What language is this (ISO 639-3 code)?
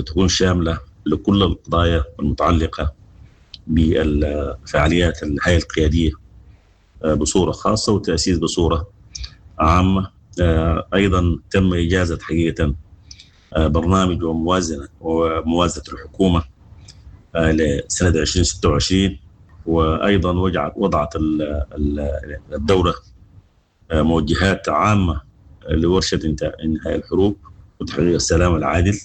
apd